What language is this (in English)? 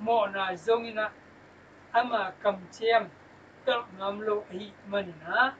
Tedim Chin